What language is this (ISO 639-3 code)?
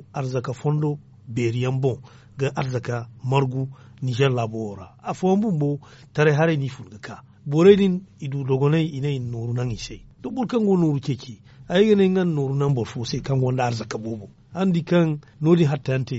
dje